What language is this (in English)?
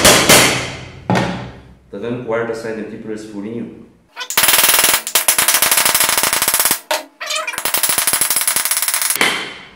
Portuguese